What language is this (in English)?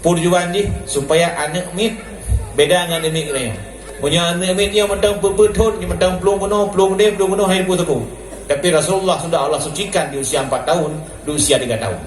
Achinese